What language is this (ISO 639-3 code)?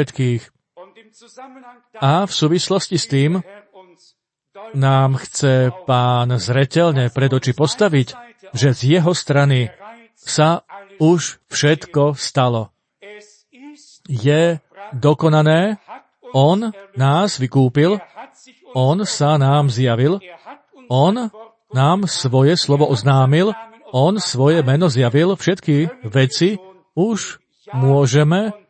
slk